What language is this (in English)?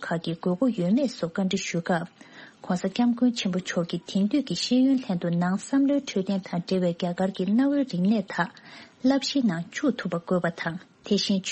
Tibetan